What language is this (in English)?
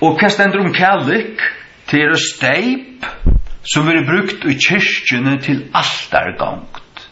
Faroese